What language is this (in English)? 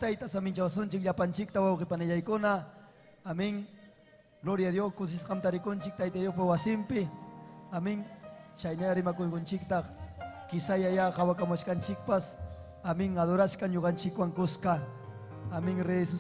Ayacucho Quechua